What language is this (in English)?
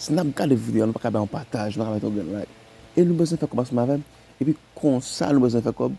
Haitian Creole